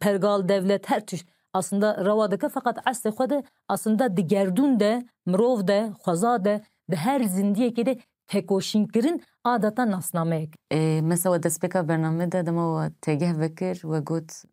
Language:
Kurdish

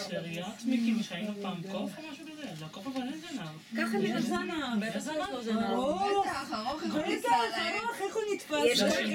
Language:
Hebrew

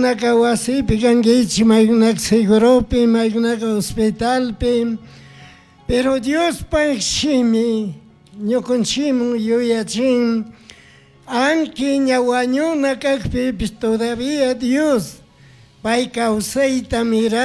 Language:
Chimborazo Highland Quichua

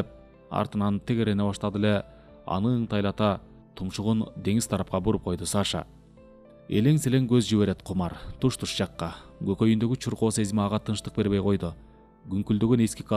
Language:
Kyrgyz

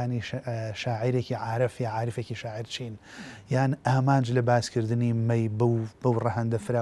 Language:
Central Kurdish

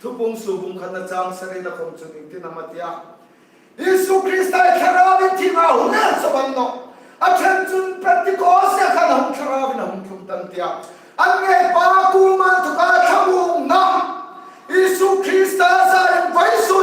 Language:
Hmar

